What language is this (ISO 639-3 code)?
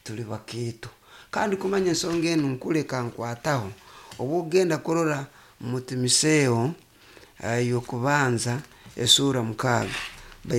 nyo